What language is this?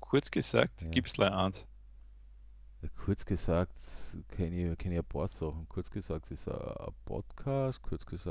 German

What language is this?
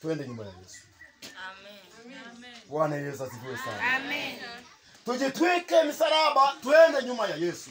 Swahili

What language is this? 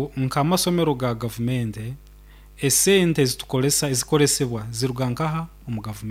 Nyoro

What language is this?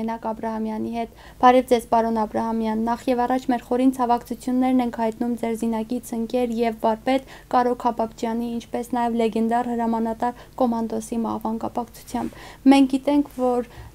Western Armenian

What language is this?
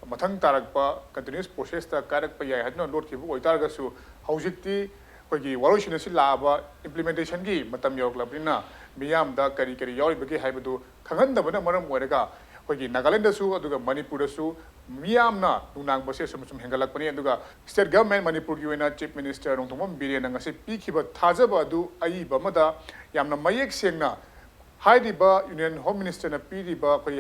Manipuri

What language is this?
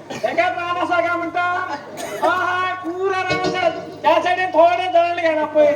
Konkani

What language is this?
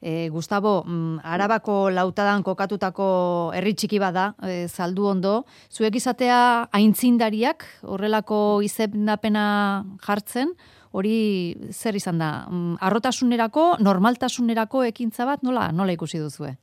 Basque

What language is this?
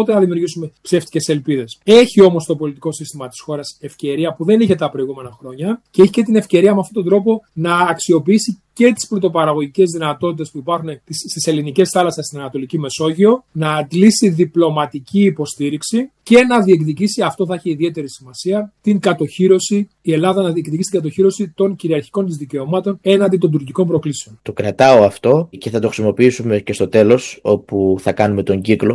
Greek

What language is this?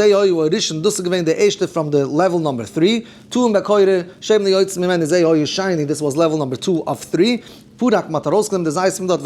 Yiddish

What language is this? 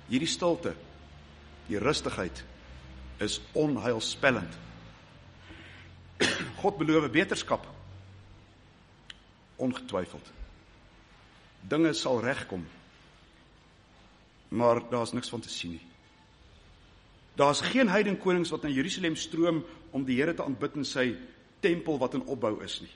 Afrikaans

